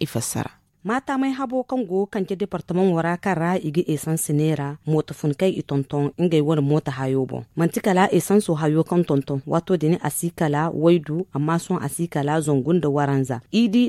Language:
Zarma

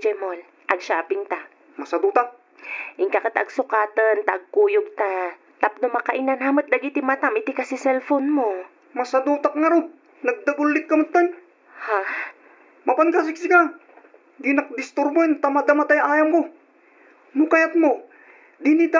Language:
Iloko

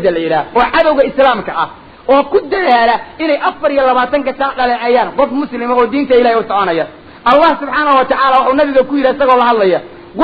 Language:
Somali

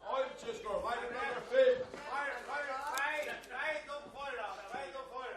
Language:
Faroese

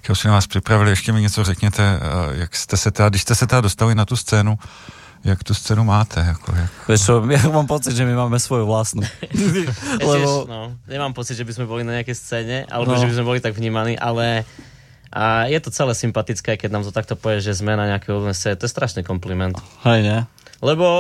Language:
Slovak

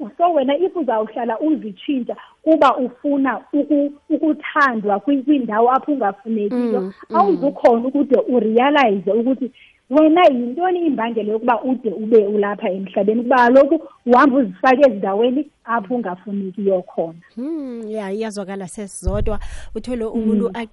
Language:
Xhosa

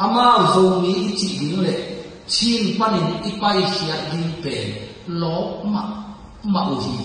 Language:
Tedim Chin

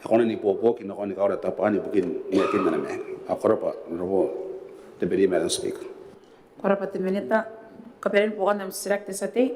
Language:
Gilbertese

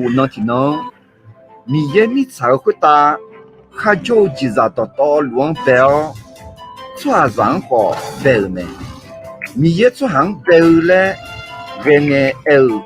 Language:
Akha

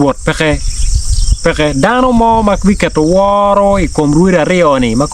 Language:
Acoli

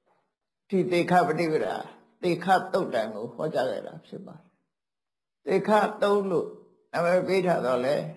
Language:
Burmese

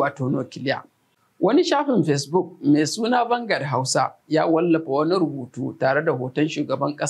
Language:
Hausa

